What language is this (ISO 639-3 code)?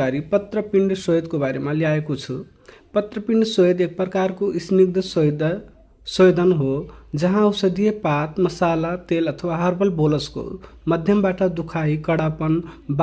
nep